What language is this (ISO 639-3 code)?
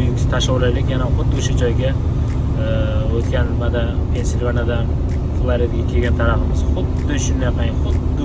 uzb